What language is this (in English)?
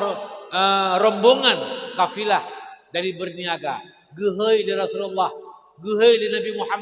Achinese